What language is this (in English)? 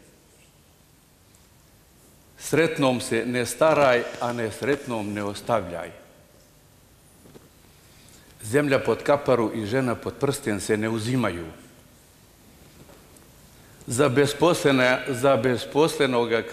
Bosnian